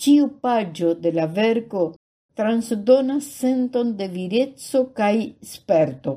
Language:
Esperanto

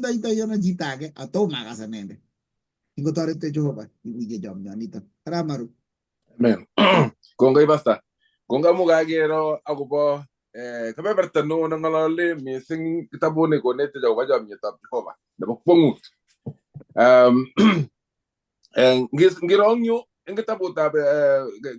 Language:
Kalenjin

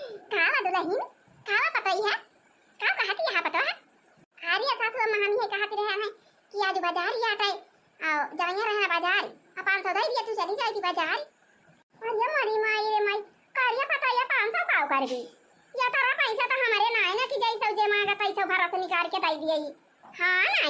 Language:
Awadhi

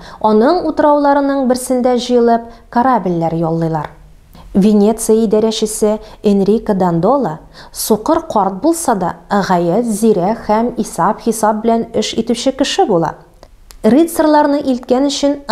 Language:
Tatar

